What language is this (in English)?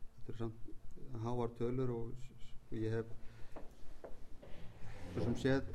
Icelandic